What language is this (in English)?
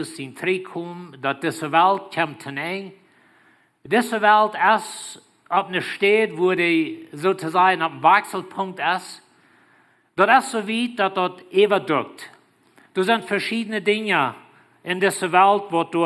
Plautdietsch